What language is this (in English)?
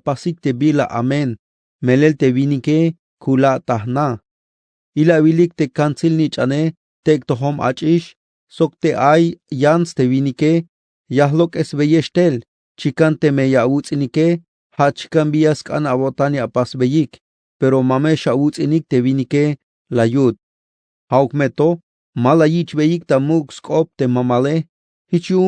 Tzeltal